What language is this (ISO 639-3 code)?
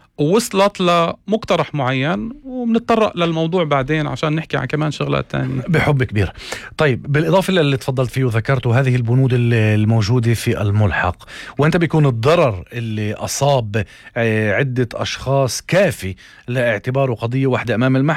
apc